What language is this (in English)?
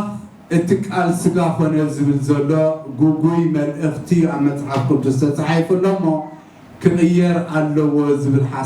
Tigrinya